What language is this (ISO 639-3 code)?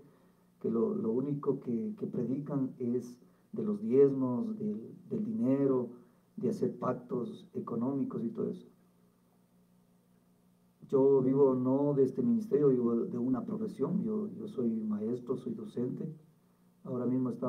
spa